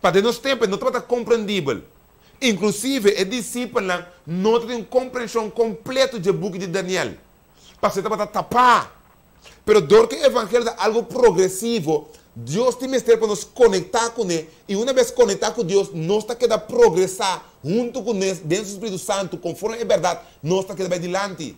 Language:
Papiamento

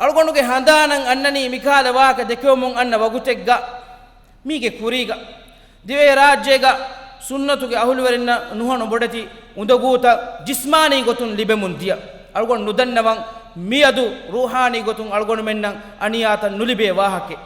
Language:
Divehi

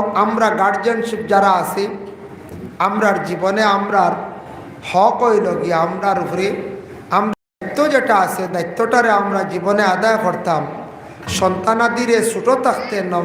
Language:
Sylheti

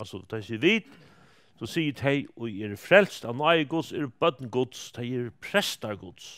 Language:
Faroese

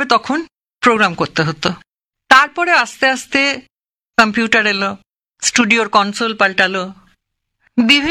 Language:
Bangla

